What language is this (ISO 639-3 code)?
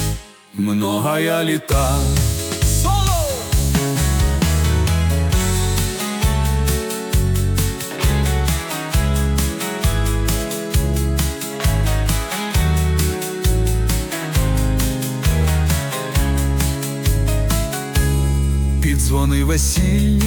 ukr